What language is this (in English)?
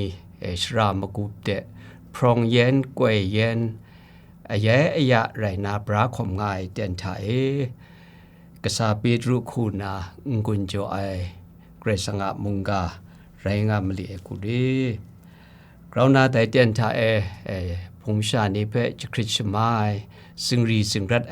Kachin